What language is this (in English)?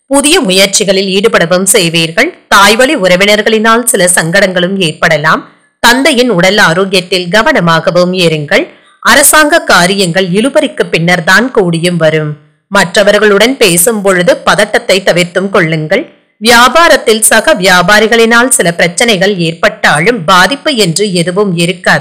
Tamil